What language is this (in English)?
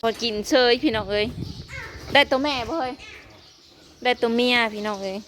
Northeastern Thai